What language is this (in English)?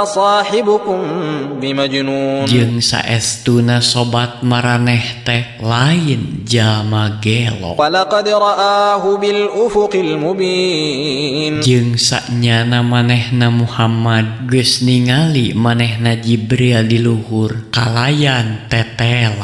Sundanese